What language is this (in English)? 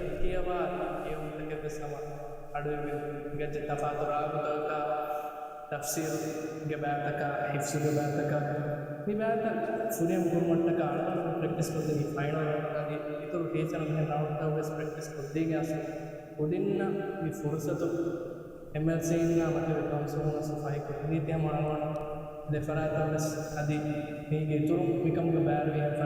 Divehi